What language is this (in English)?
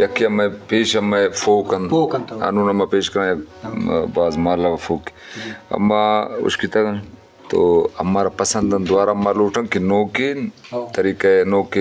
Eastern Balochi